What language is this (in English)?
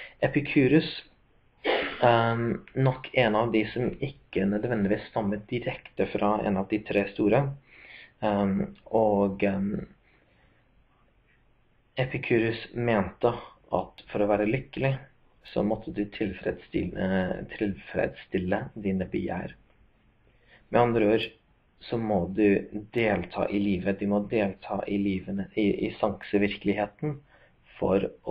Norwegian